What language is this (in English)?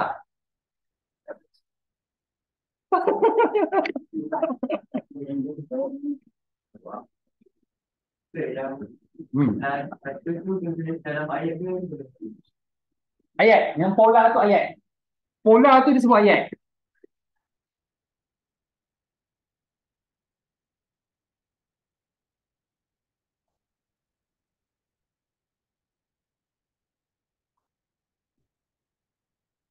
Malay